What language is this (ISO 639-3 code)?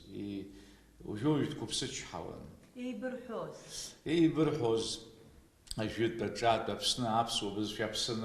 abk